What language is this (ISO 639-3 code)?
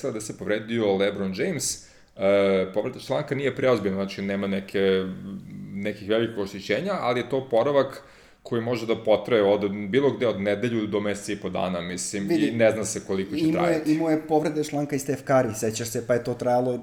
srp